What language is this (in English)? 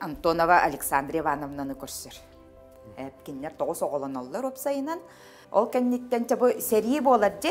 Yakut